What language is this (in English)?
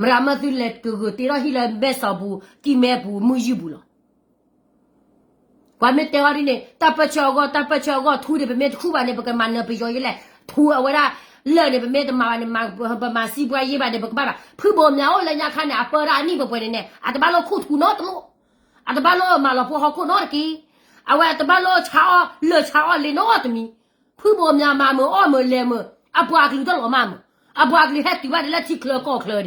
S'gaw Karen